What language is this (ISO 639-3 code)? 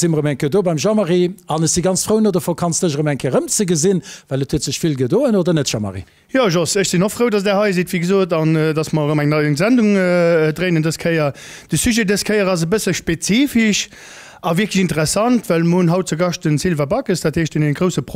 ltz